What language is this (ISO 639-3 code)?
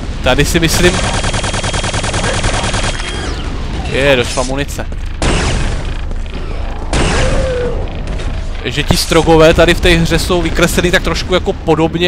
ces